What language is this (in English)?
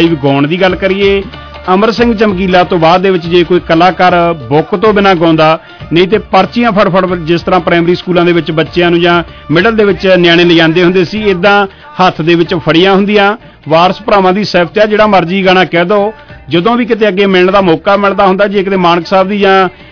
Punjabi